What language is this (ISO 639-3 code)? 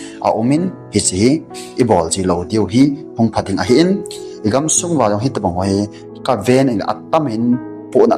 tcz